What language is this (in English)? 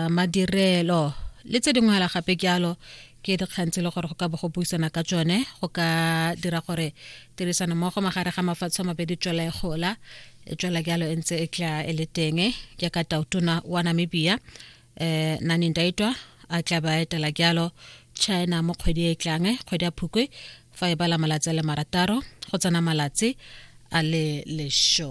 Tswana